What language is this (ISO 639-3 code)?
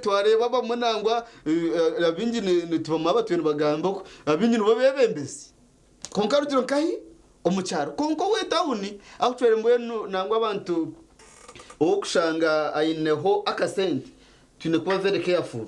nyn